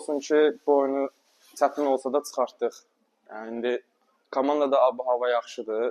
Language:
Azerbaijani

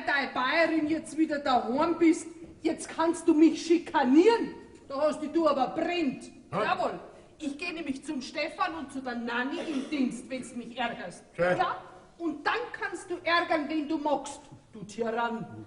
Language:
Bavarian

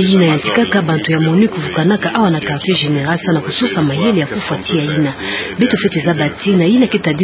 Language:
Kituba (Democratic Republic of Congo)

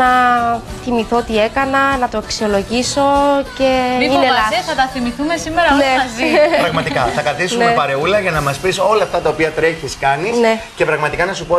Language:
Greek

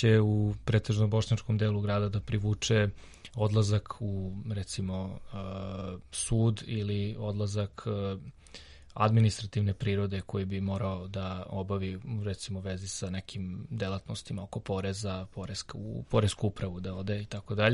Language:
Serbian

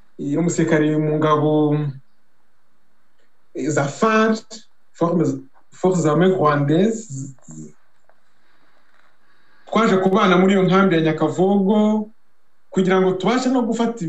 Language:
Kinyarwanda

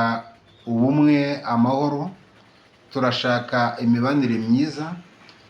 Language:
Kinyarwanda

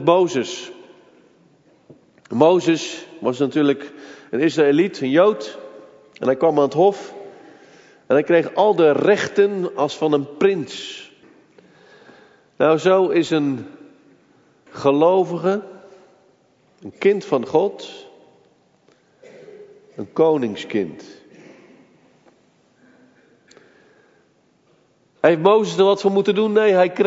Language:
Dutch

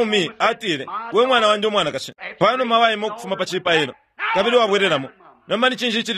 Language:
Bemba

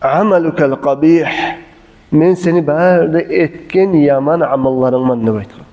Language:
Kumyk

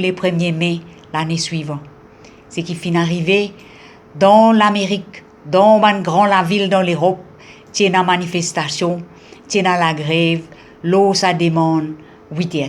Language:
Morisyen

